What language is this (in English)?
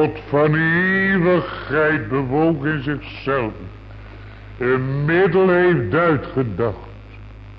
Dutch